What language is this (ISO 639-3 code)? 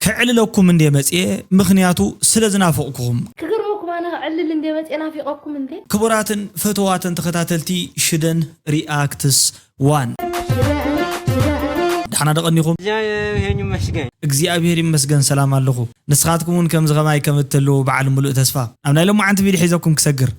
tir